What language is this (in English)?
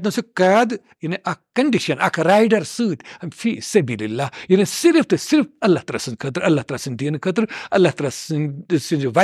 Kashmiri